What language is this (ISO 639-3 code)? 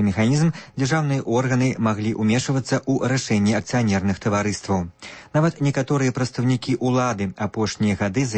bel